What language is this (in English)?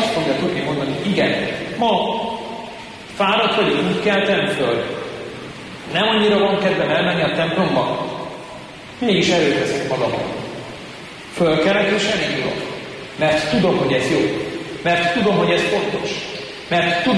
Hungarian